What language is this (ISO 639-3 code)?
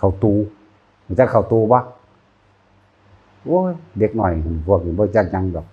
tts